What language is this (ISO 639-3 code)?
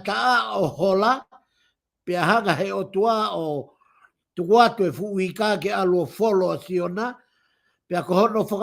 ton